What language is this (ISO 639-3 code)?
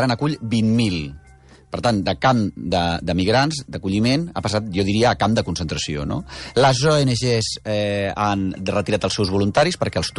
cat